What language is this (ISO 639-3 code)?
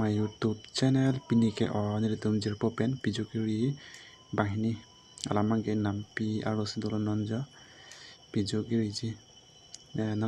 mjw